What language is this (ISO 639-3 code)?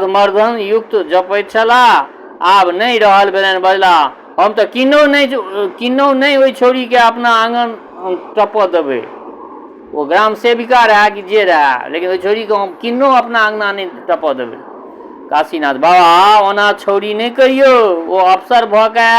mai